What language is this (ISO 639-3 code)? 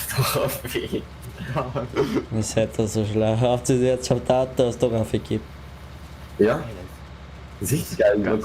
bar